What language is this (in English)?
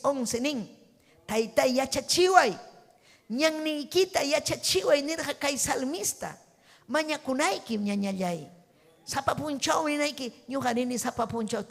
Ayacucho Quechua